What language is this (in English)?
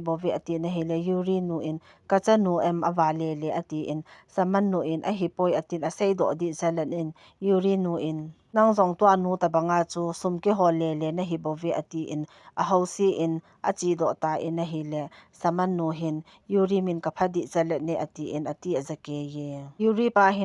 Thado Chin